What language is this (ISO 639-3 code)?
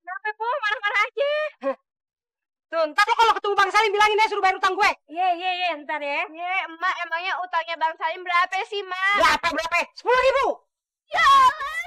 bew